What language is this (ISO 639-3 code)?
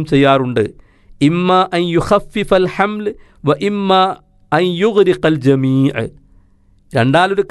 mal